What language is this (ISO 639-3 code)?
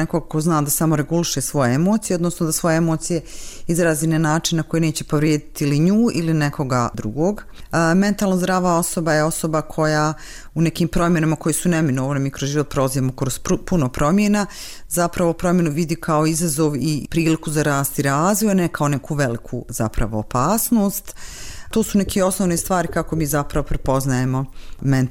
bos